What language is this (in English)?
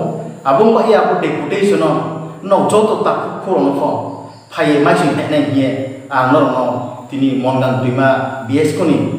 Riang (India)